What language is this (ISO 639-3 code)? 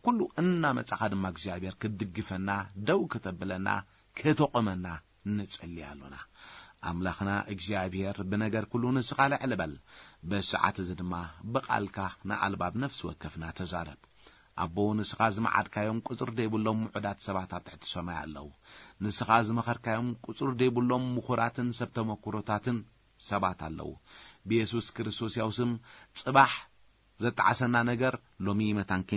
tir